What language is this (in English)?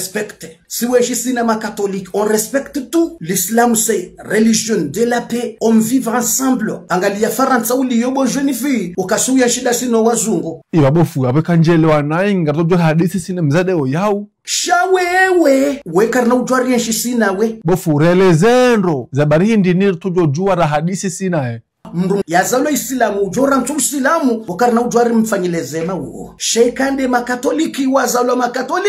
Ngazidja Comorian